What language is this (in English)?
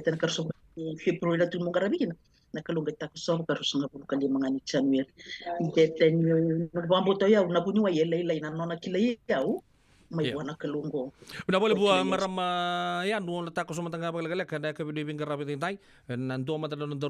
Fijian